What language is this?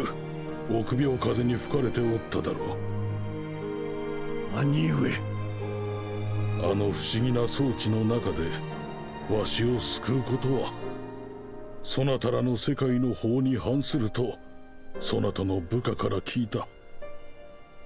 Japanese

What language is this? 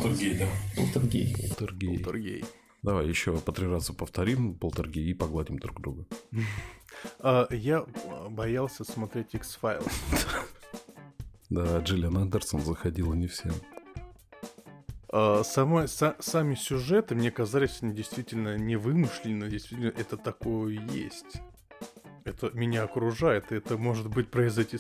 Russian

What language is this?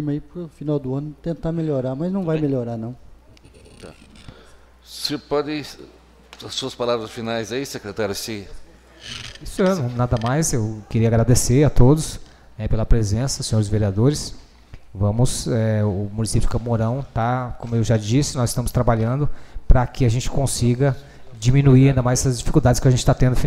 Portuguese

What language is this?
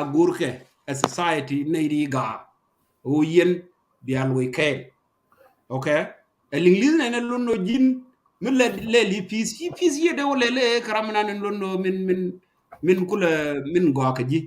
Nuer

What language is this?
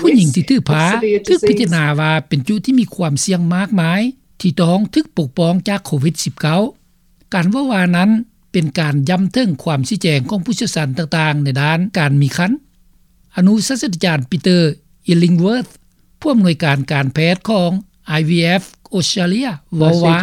Lao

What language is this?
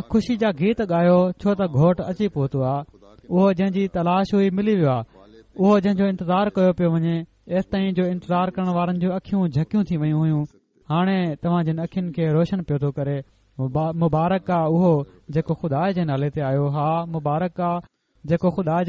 Sindhi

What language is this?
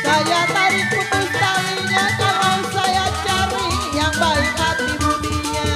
Betawi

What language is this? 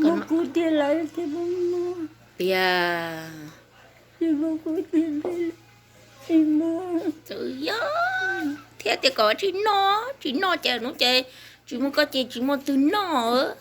Hmong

